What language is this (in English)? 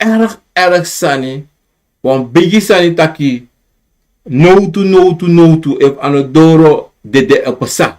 Sranan Tongo